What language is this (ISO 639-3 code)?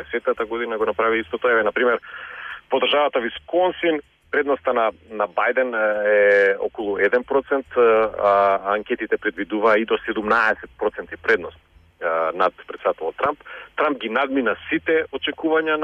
mkd